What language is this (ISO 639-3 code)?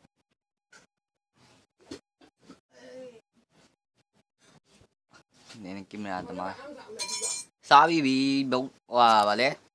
mya